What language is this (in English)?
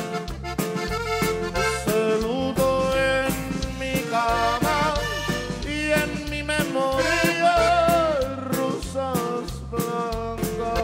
Spanish